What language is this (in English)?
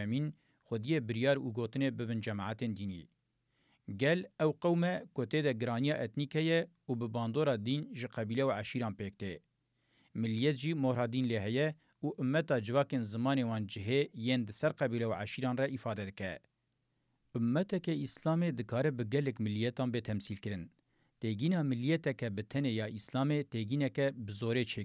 Kurdish